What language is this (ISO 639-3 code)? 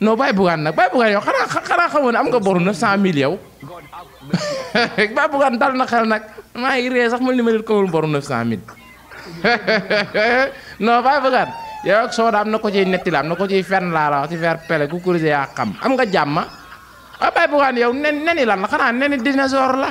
wol